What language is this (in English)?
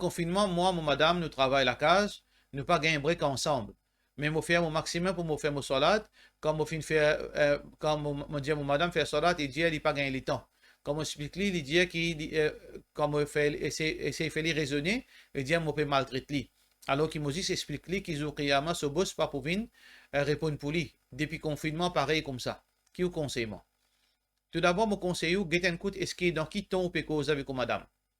Morisyen